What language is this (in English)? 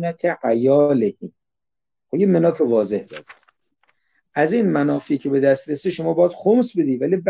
Persian